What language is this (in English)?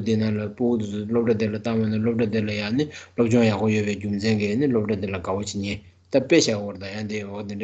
Tibetan